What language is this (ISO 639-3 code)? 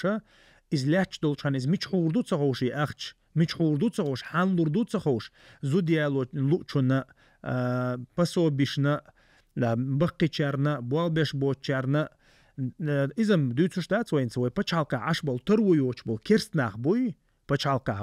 che